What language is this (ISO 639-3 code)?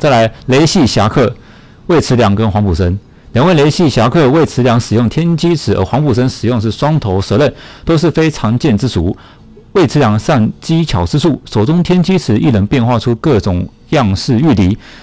zho